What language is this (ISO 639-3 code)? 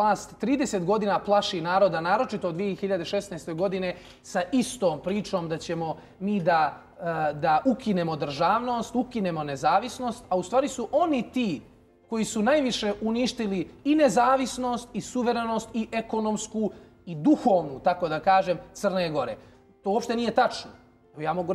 srp